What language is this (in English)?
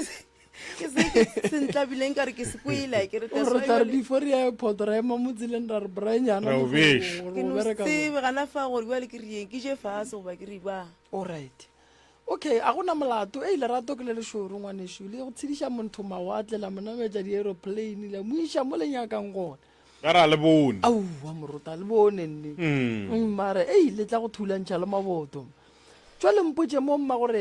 Northern Sotho